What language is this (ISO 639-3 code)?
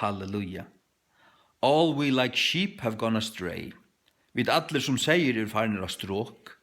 fao